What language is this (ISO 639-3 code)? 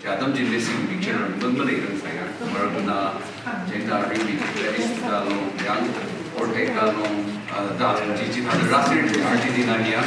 nmf